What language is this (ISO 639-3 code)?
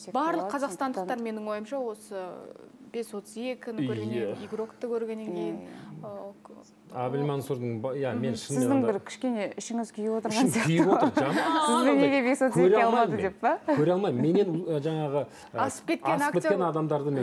kaz